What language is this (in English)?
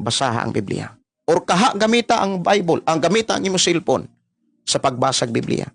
Cebuano